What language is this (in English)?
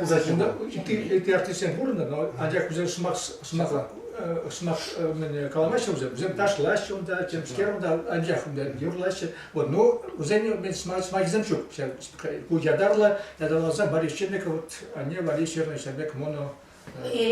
Chuvash